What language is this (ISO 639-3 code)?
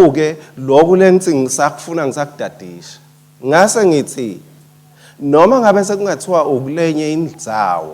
ssw